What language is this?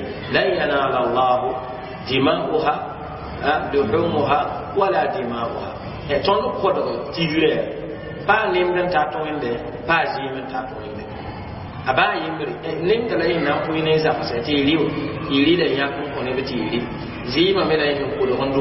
Mossi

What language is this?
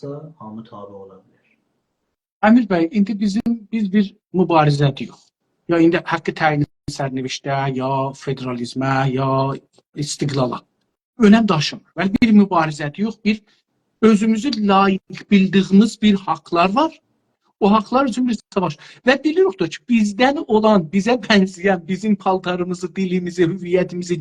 South Azerbaijani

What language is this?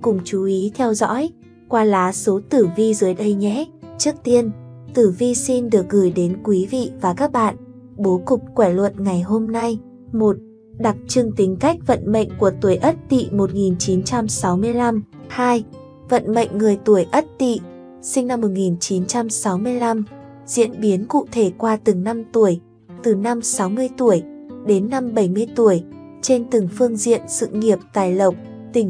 Vietnamese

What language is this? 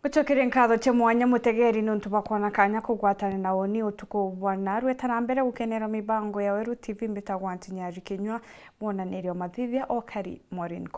Meru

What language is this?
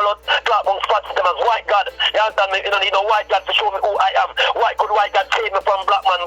Jamaican Creole English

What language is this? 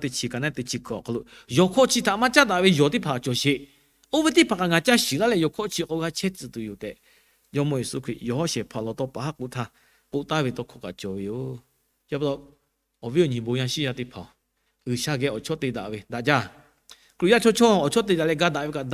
Lahu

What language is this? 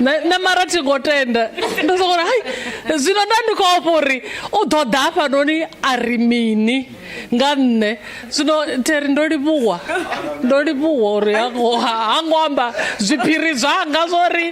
Venda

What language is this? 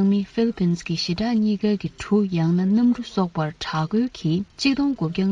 Tibetan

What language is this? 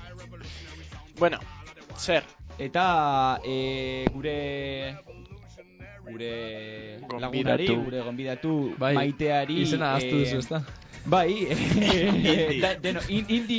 Basque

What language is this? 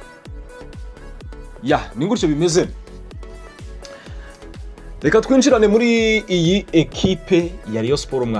Kinyarwanda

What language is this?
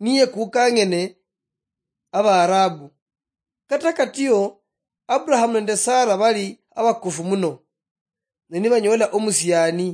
Luyia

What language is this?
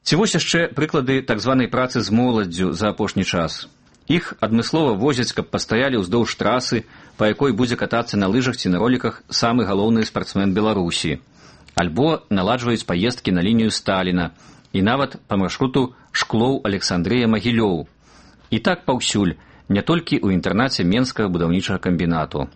Belarusian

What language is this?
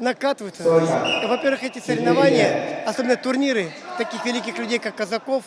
Crimean Tatar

